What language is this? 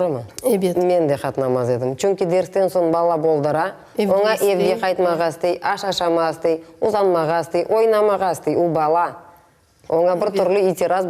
Crimean Tatar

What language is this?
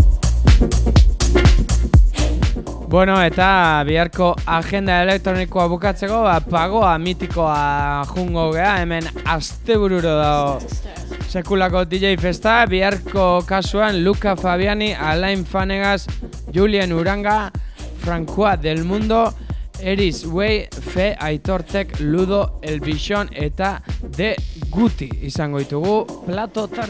Basque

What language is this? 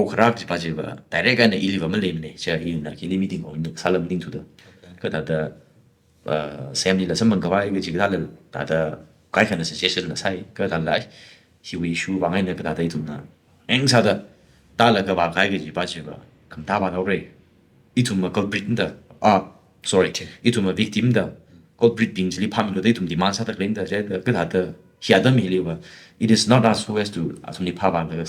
Tangkhul Naga (India)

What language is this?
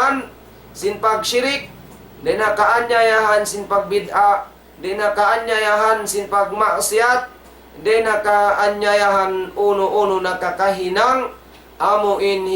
Tausug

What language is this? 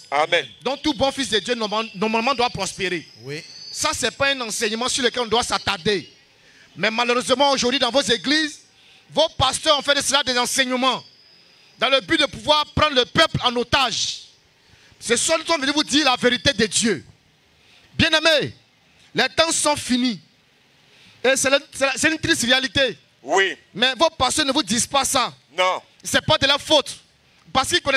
French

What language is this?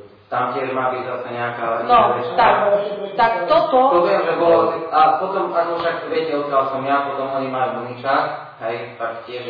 Slovak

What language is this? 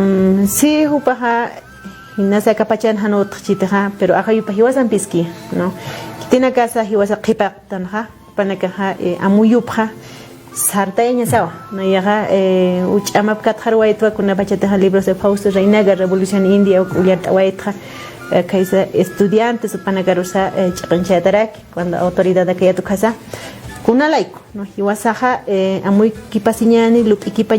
Aymara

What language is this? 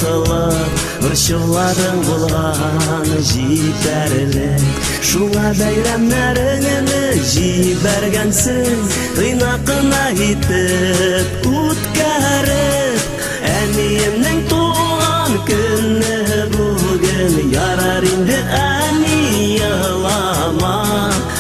Bashkir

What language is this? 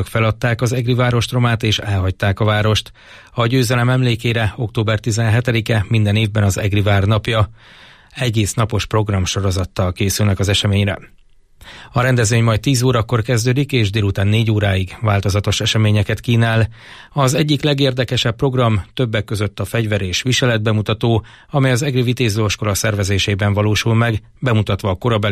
Hungarian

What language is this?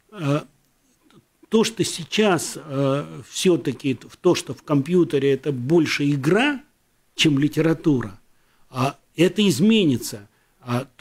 Russian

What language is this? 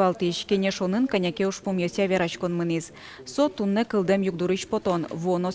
Udmurt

